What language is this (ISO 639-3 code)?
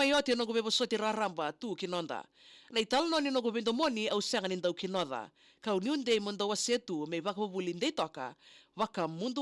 fij